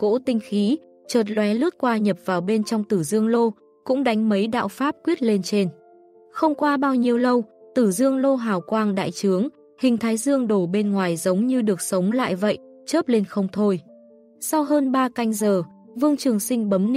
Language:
Vietnamese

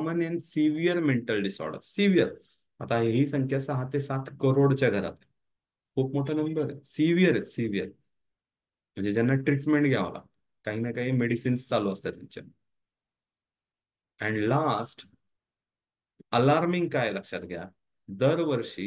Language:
Marathi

